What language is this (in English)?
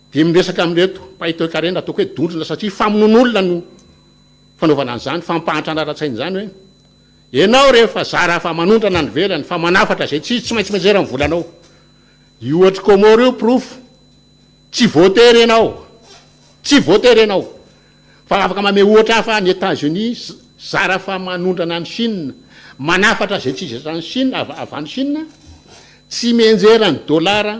Malagasy